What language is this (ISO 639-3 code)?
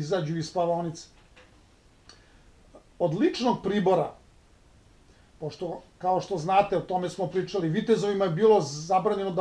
srp